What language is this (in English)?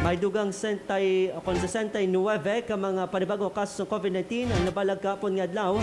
Hiligaynon